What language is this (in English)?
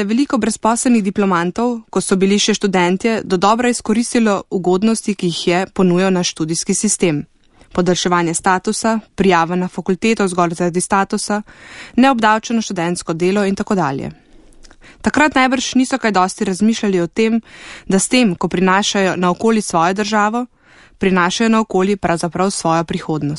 Slovenian